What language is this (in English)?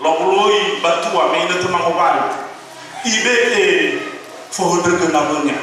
Nias